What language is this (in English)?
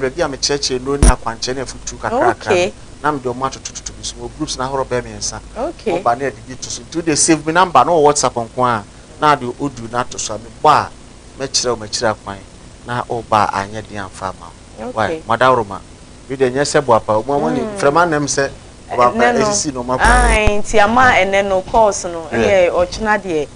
Akan